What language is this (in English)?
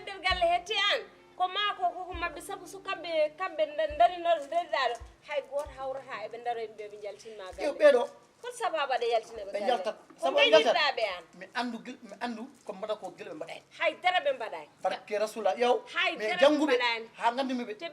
Fula